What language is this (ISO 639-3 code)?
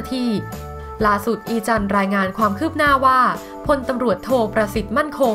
tha